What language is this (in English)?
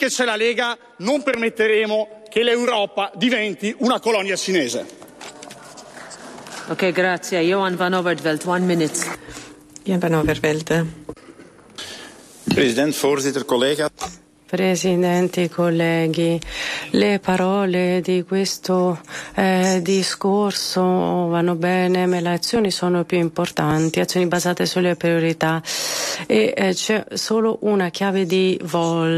Italian